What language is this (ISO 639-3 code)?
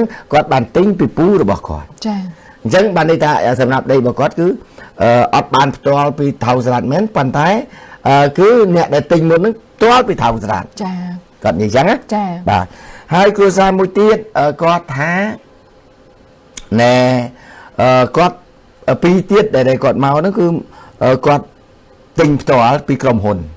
khm